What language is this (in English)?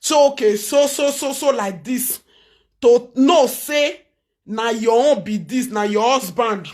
Nigerian Pidgin